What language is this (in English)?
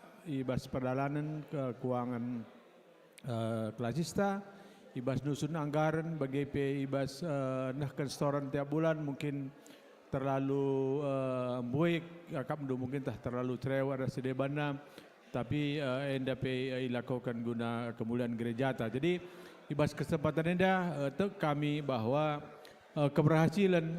Batak Karo